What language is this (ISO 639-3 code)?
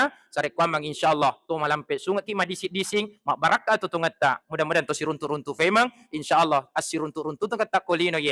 bug